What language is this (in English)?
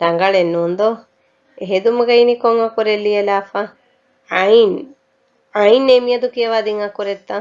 Divehi